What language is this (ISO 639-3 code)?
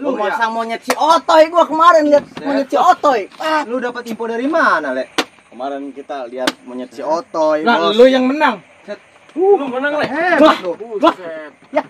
bew